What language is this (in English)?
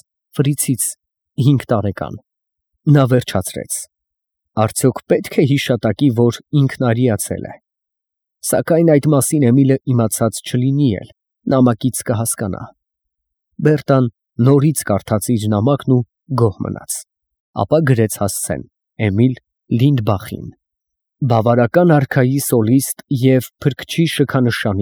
Armenian